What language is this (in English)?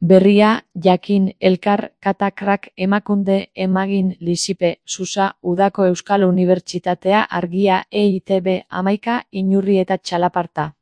Basque